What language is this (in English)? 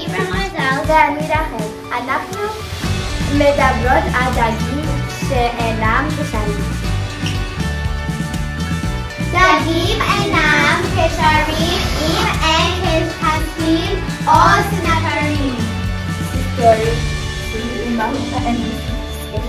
Hebrew